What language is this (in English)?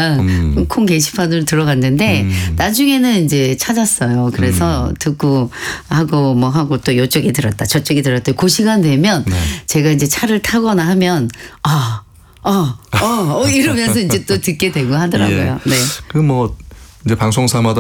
Korean